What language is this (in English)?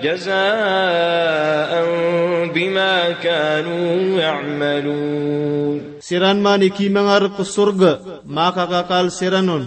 Maranao